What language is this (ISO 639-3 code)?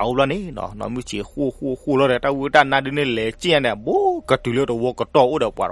ksw